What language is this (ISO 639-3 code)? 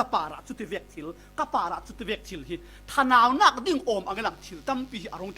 cfm